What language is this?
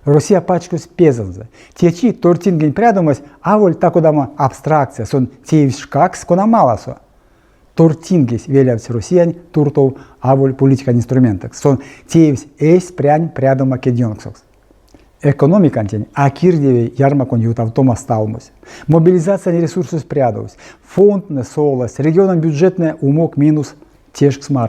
Erzya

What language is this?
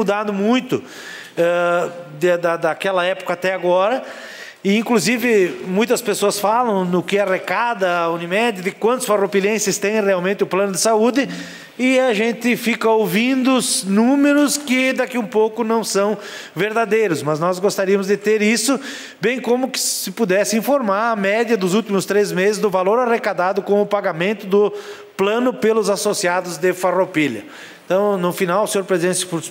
Portuguese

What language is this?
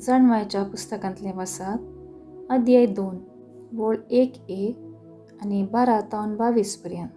Konkani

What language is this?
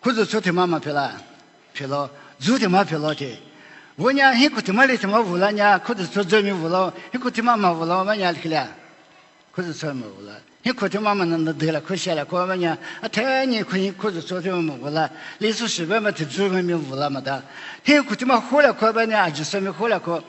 Lisu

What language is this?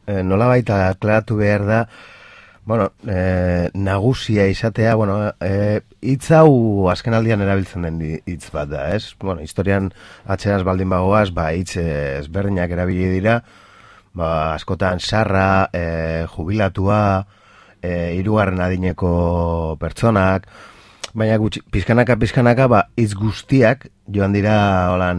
Basque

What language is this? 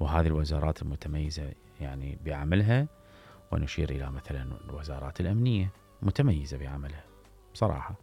Mesopotamian Arabic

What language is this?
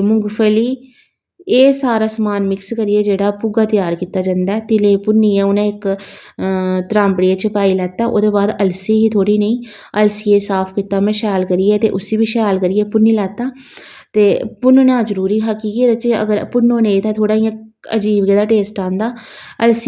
Dogri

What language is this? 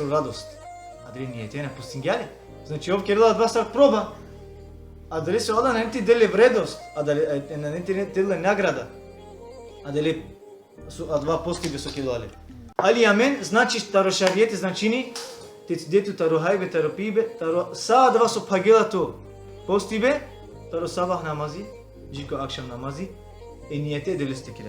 Balkan Romani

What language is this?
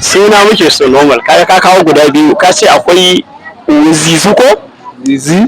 Hausa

